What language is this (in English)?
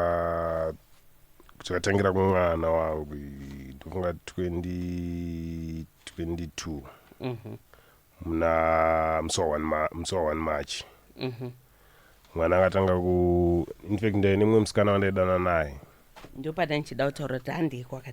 Shona